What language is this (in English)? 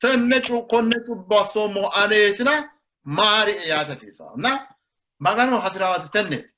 Sidamo